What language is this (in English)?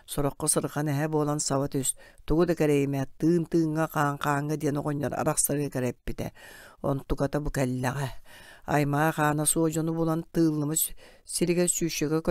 Yakut